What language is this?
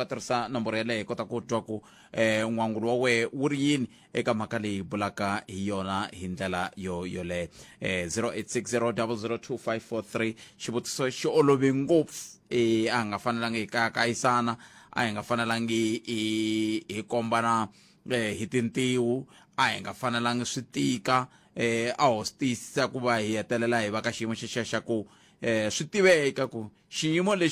Tsonga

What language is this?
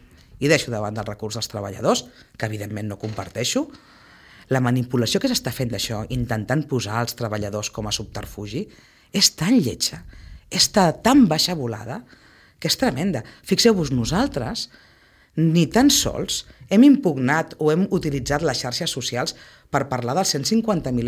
Catalan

